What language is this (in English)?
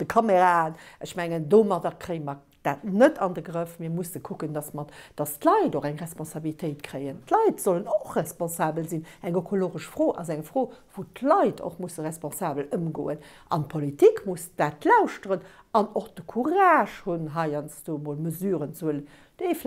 Luxembourgish